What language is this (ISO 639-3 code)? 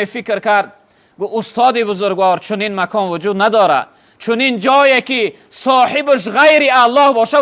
tgk